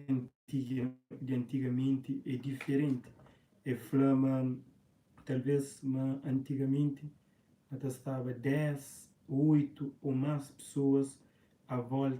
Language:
Kabuverdianu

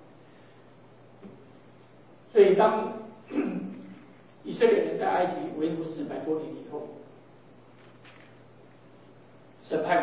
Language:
Chinese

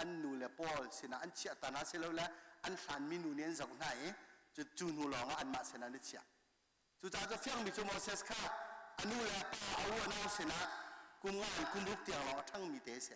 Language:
Hakha Chin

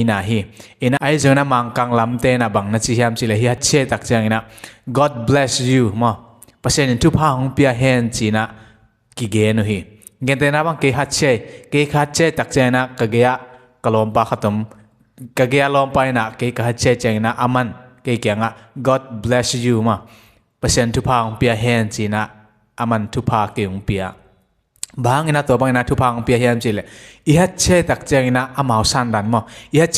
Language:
Tedim Chin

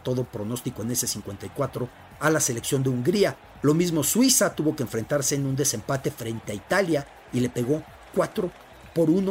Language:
Spanish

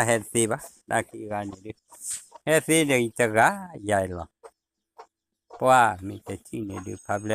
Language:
S'gaw Karen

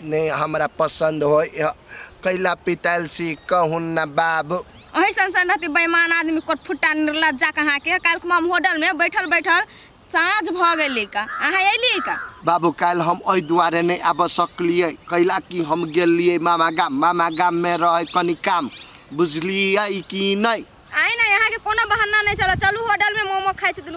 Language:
Maithili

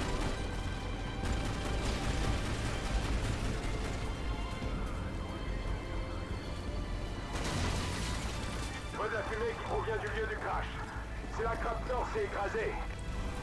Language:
French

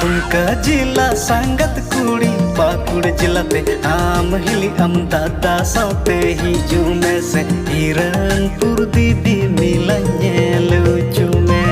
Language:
Santali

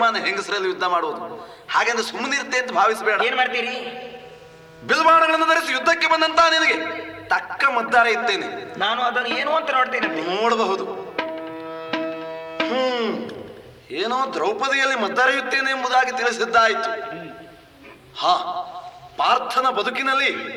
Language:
Kannada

